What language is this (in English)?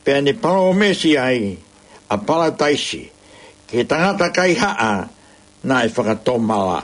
Tongan